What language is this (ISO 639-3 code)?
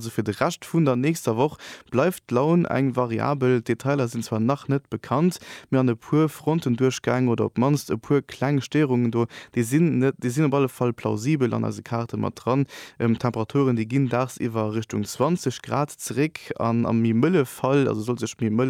ltz